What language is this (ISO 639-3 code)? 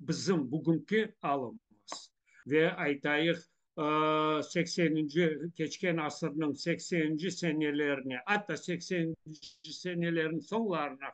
crh